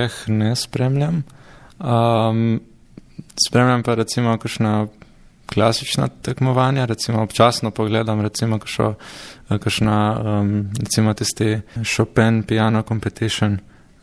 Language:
Slovenian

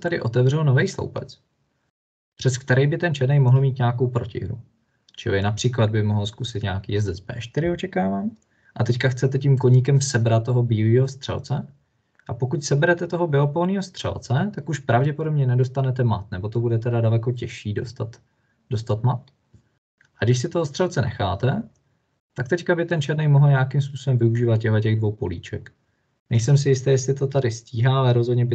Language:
Czech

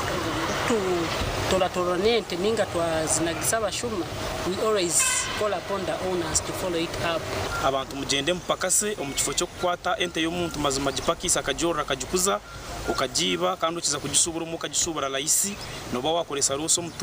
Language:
Nyankole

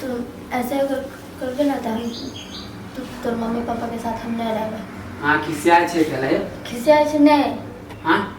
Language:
Maithili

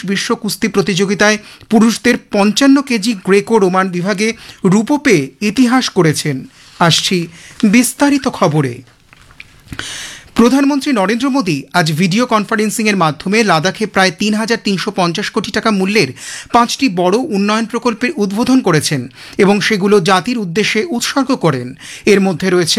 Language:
Bangla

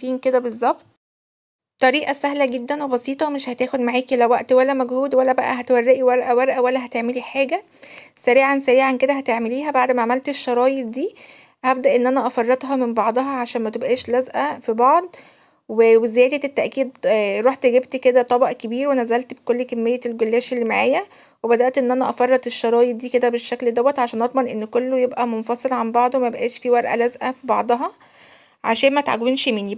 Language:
Egyptian Arabic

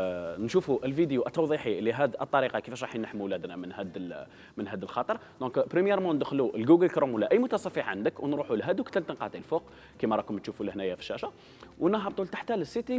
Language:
Algerian Arabic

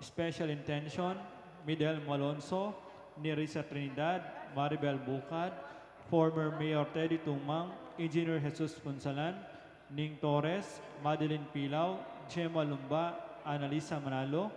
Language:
Pampanga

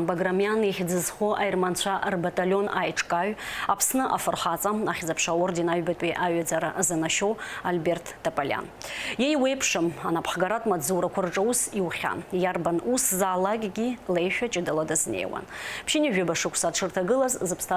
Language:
Abkhazian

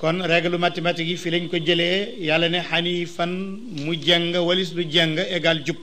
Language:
Wolof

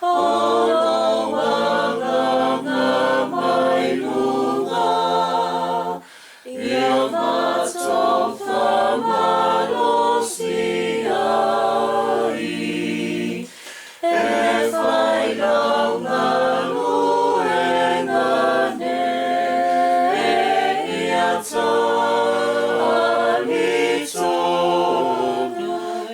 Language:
Samoan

